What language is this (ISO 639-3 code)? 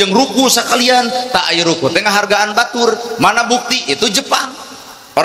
sun